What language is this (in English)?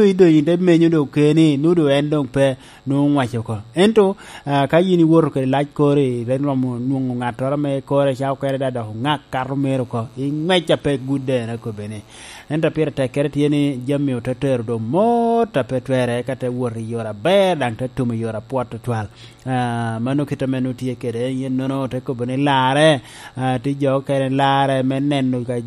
Lango (Uganda)